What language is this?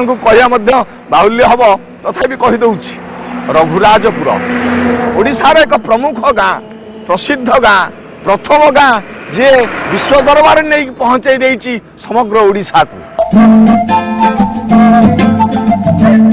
Odia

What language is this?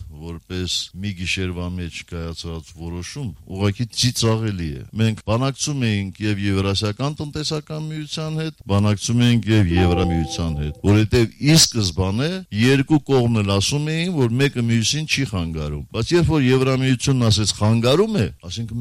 Armenian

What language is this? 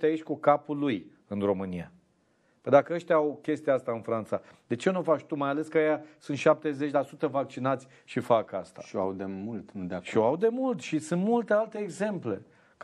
Romanian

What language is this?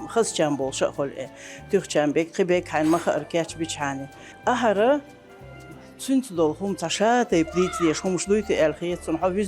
Chechen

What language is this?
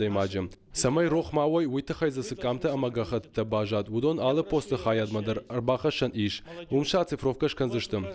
Ossetic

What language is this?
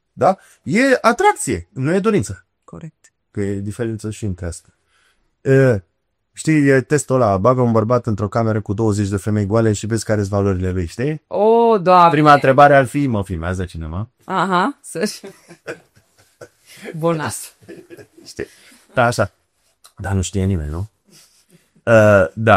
Romanian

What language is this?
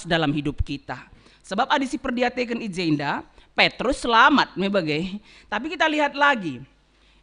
Batak Karo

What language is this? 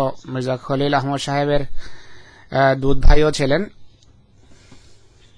Bangla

